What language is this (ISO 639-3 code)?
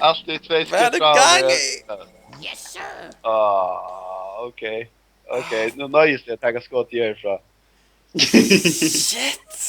fao